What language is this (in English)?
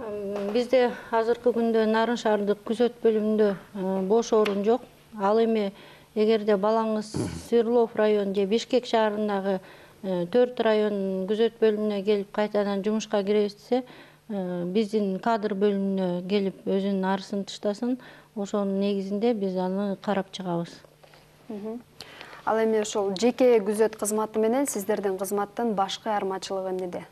Kyrgyz